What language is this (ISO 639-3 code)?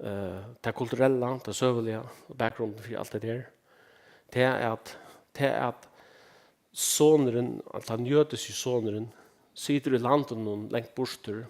fao